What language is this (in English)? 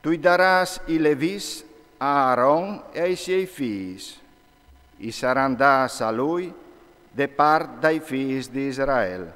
Friulian